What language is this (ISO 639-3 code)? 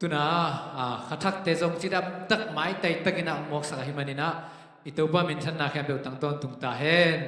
ctd